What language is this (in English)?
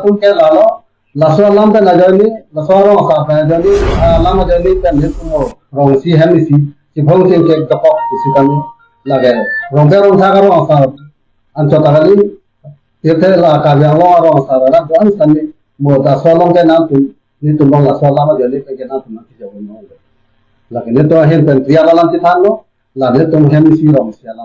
Karbi